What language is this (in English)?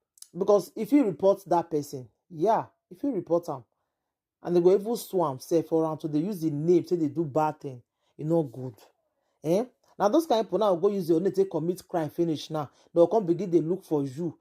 Nigerian Pidgin